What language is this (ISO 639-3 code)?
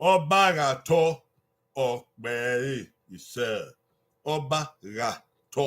bin